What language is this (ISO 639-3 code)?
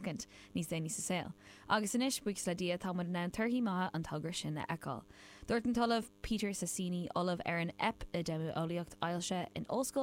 gle